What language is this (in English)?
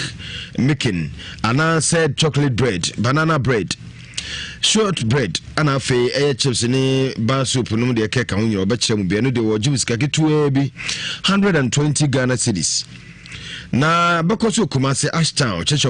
Akan